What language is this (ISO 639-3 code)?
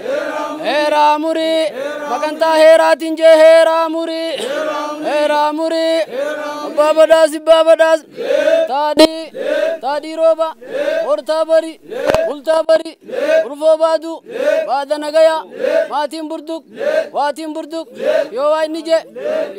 orm